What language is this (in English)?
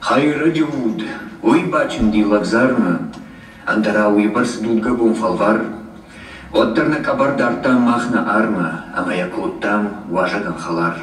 Ossetic